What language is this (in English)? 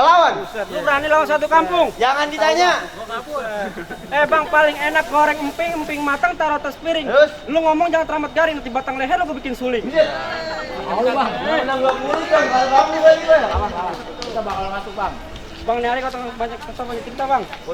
Betawi